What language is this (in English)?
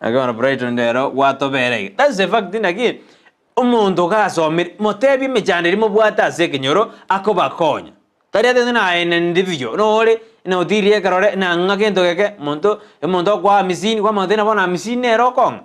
Gusii